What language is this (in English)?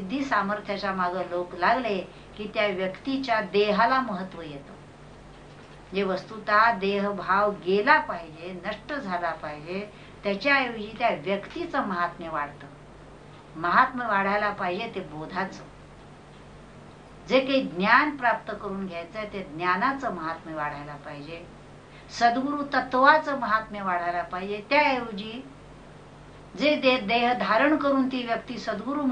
Marathi